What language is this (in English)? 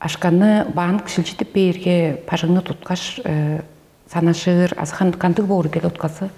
Tuvinian